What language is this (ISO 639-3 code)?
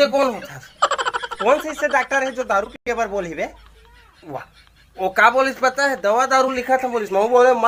hne